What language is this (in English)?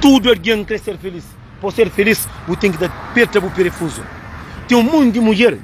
Kabuverdianu